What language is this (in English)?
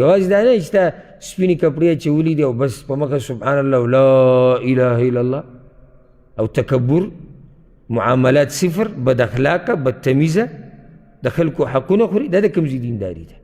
Pashto